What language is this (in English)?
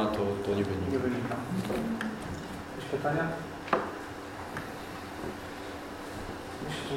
Polish